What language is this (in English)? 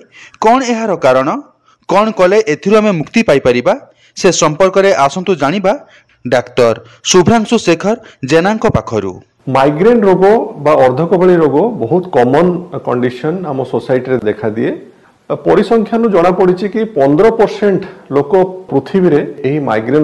Odia